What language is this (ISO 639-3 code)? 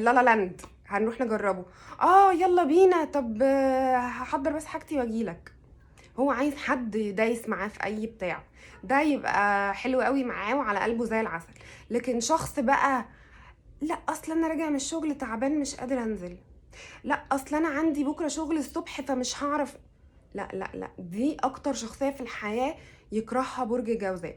arz